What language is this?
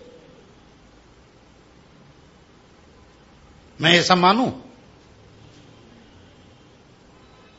Hindi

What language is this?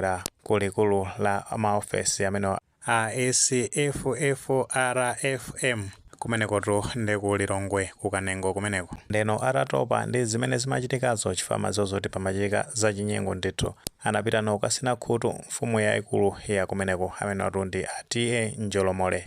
Nyanja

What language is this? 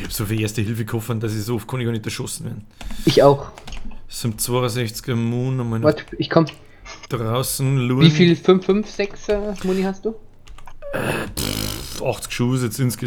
Bavarian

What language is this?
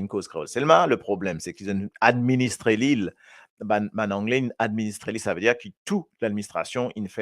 Morisyen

